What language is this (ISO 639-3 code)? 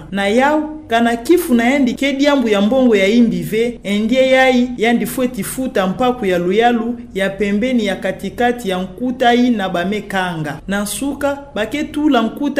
ktu